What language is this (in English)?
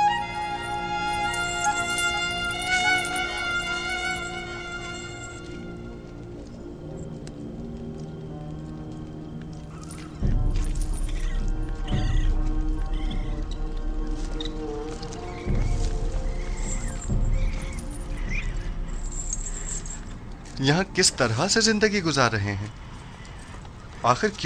Hindi